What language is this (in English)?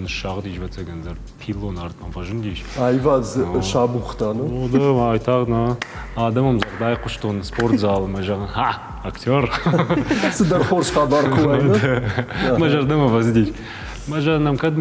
Ossetic